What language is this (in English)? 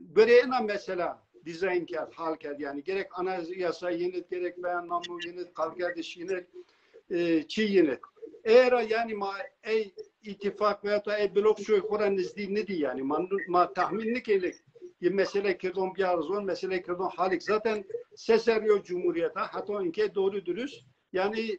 Zaza